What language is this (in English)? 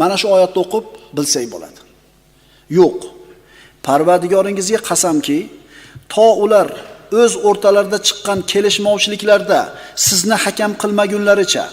Uzbek